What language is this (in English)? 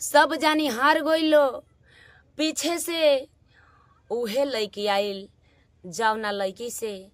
Bhojpuri